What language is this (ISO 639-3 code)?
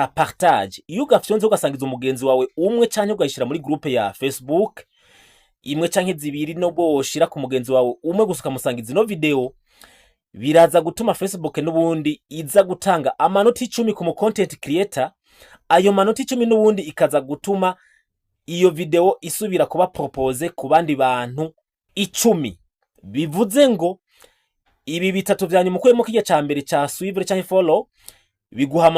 run